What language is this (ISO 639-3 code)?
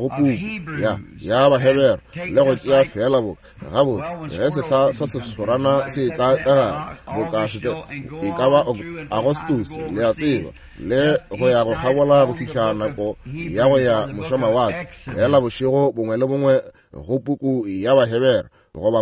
nso